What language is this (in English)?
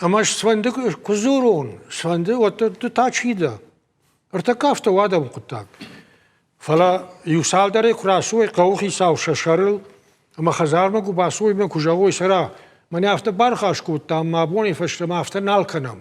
Ossetic